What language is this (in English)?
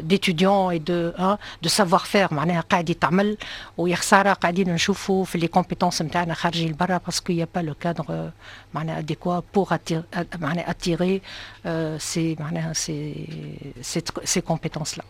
Tunisian Arabic